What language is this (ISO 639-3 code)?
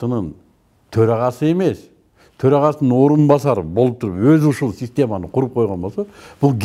kir